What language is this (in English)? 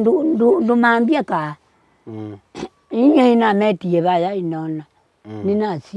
Kamba